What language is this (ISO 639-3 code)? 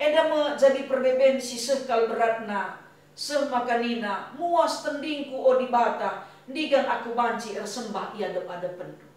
btx